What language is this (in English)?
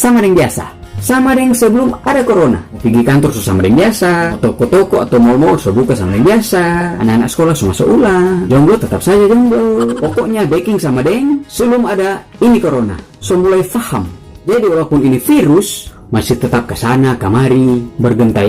Manado Malay